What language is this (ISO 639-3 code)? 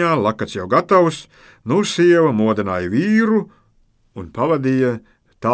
lav